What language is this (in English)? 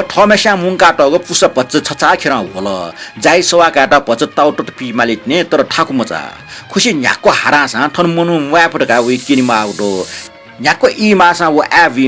Newari